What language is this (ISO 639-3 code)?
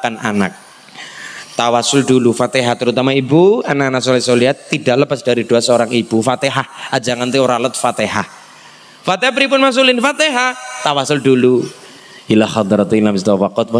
ind